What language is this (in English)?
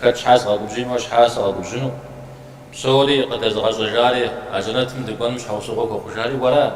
Kabardian